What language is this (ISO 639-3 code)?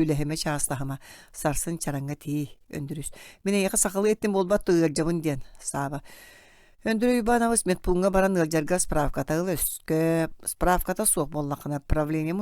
sah